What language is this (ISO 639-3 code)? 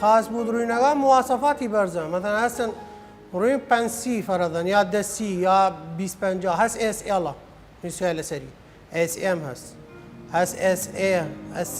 sdh